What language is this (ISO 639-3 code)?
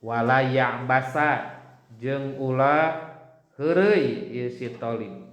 sun